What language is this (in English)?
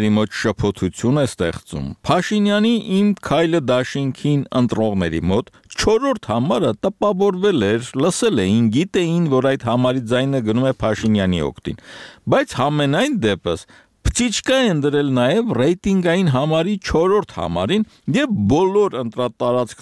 Armenian